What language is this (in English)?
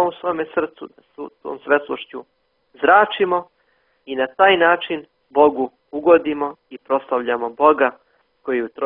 Serbian